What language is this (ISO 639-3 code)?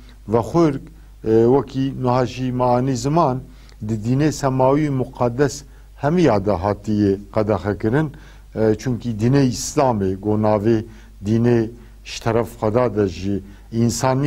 kur